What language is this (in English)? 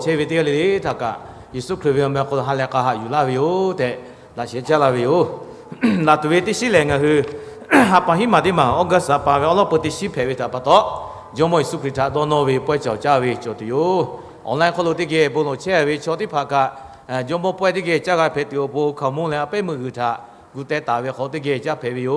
Lahu